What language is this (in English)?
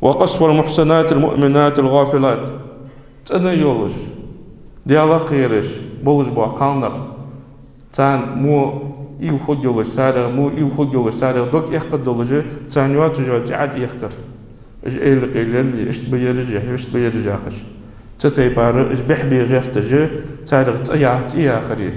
Ingush